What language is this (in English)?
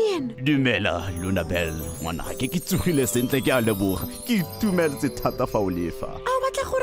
Tswana